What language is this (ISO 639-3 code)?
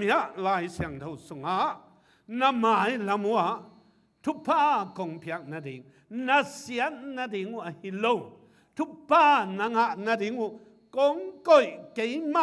ctd